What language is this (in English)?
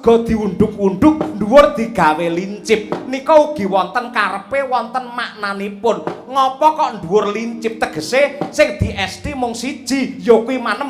Javanese